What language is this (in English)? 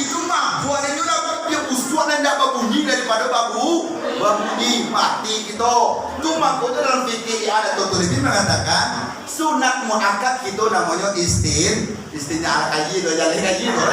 Minangkabau